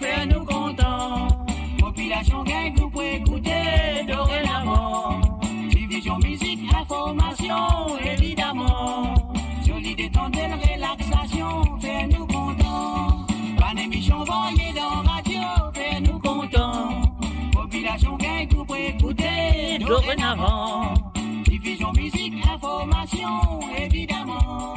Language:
Morisyen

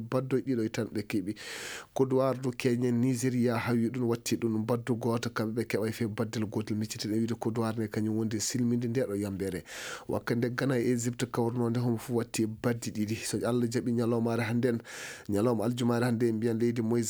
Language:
Fula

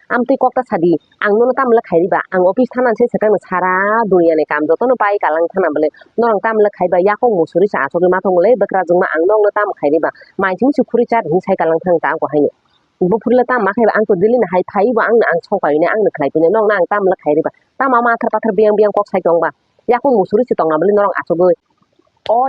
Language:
Kok Borok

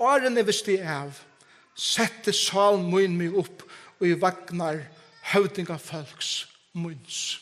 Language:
Faroese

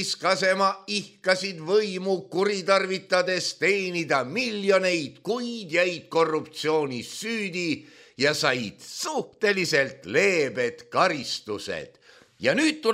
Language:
Estonian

